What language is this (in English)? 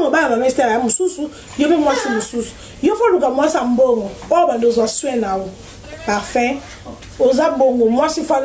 Lingala